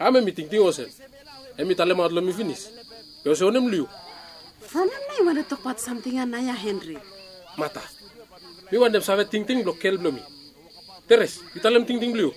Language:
Bislama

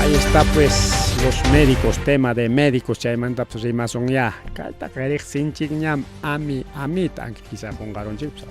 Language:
Ayacucho Quechua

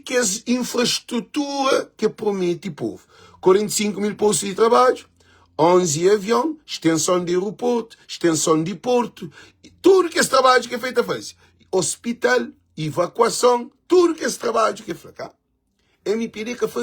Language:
Kabuverdianu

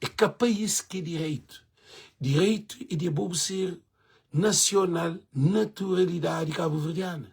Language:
Kabuverdianu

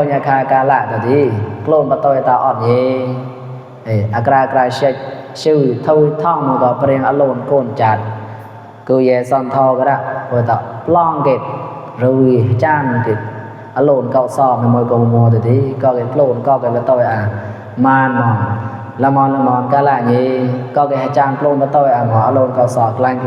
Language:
Mon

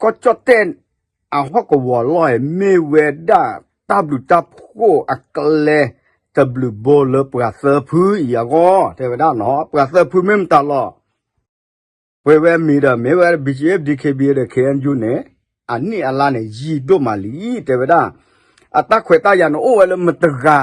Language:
S'gaw Karen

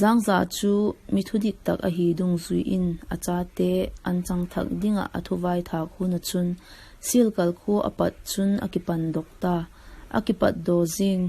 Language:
Vaiphei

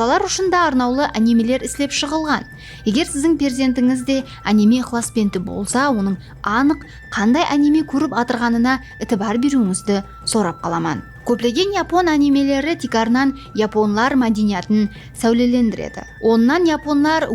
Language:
Kara-Kalpak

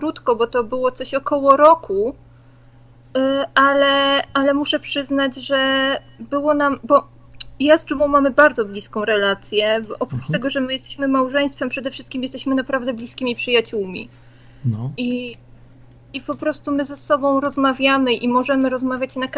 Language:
Polish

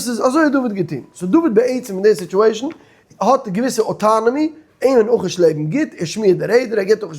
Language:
Yiddish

